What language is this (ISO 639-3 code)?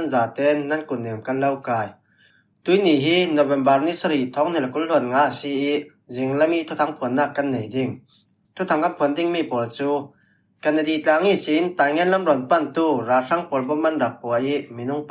cfm